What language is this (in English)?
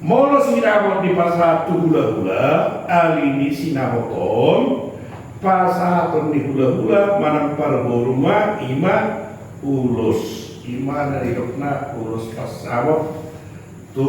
Batak Toba